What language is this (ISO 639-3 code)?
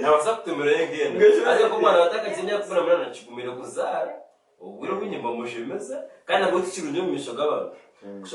nyn